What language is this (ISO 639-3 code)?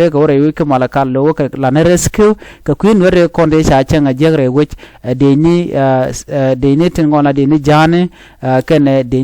nus